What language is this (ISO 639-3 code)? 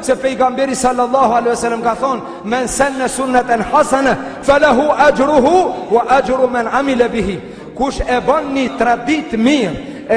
sqi